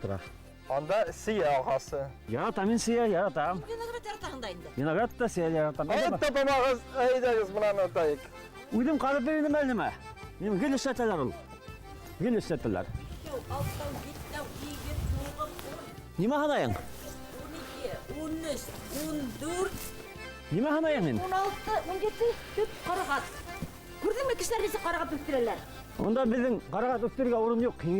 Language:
Bashkir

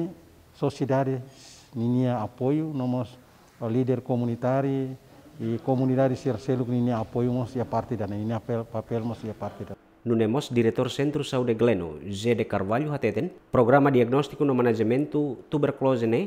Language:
Tetum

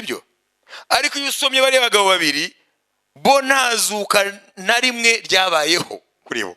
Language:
Kinyarwanda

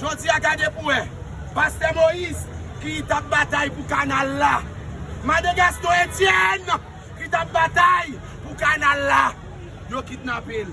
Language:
Haitian Creole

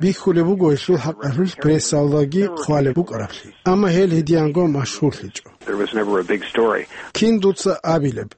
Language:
Avaric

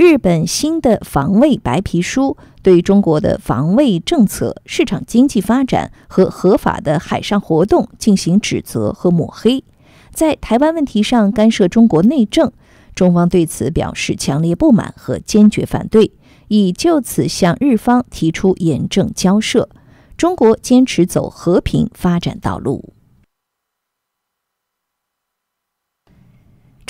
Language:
Chinese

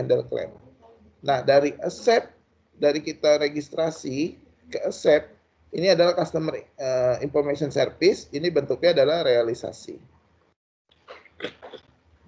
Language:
Indonesian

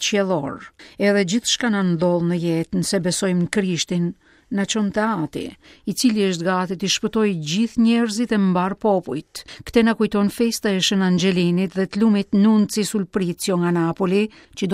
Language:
Albanian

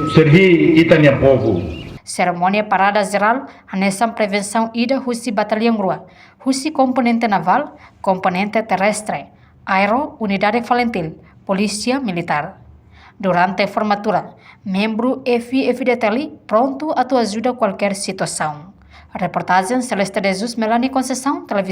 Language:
Tetum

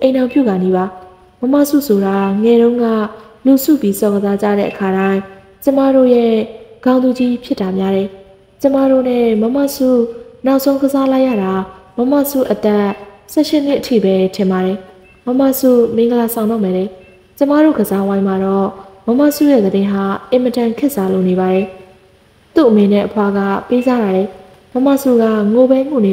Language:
Burmese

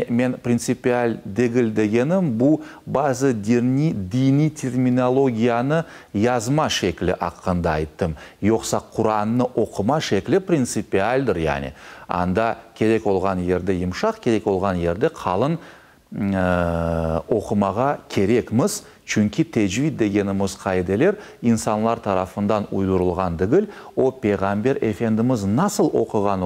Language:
Crimean Tatar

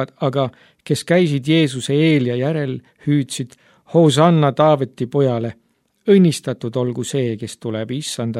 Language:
Estonian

